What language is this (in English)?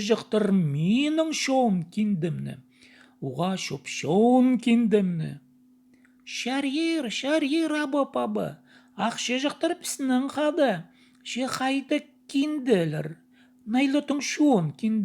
Khakas